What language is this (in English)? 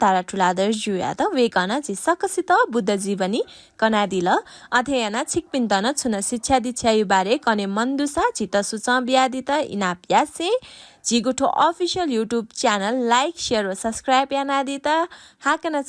Newari